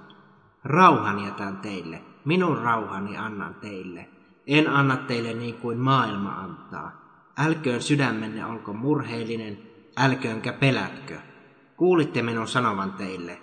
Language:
Finnish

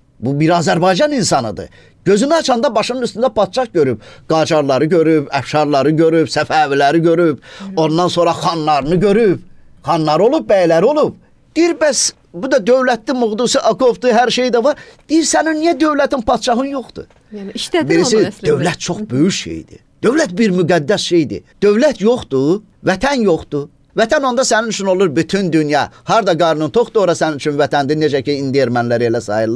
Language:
Azerbaijani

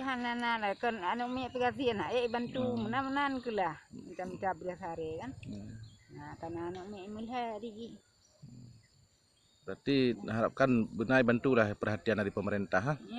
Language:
Achinese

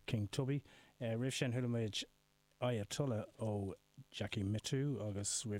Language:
Irish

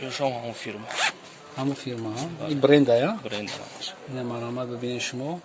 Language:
Tajik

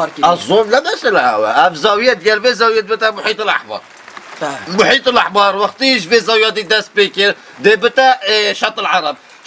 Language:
Kurdish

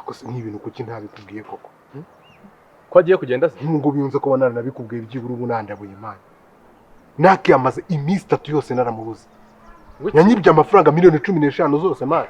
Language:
Kinyarwanda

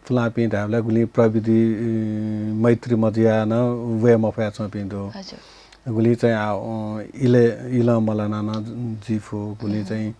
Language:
Newari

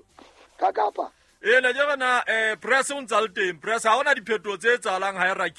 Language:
Southern Sotho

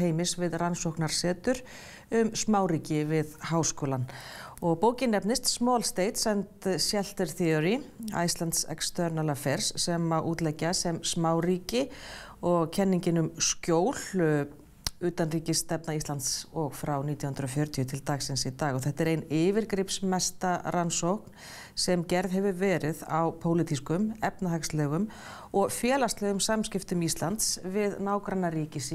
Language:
Icelandic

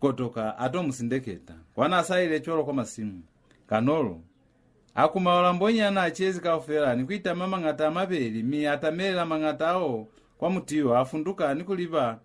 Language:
Lozi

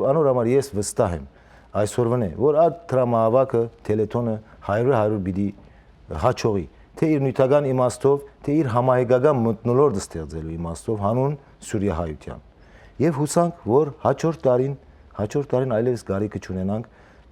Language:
Western Armenian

